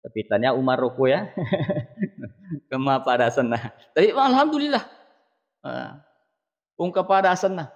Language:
Buginese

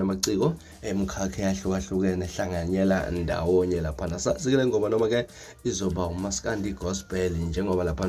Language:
Zulu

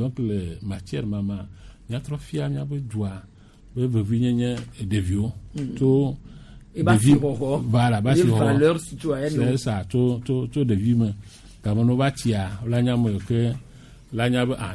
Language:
Gen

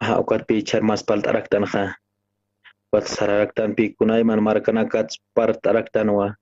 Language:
Aymara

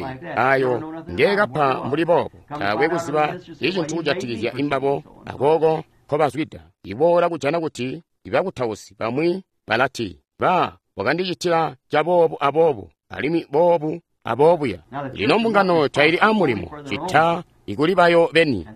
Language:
Tonga (Zambia)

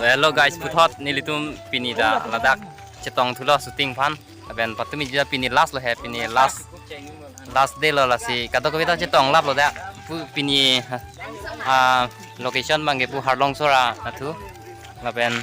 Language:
Karbi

